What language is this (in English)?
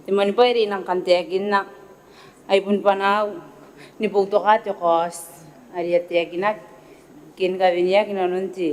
Gilbertese